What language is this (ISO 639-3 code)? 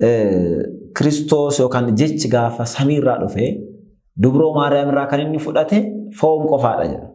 orm